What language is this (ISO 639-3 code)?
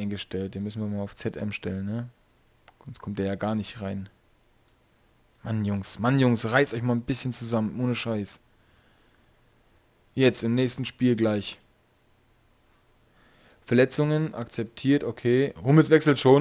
deu